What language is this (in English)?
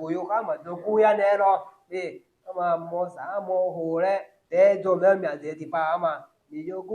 Akha